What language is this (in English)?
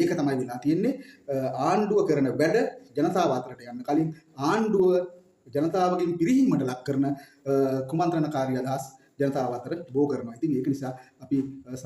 Sinhala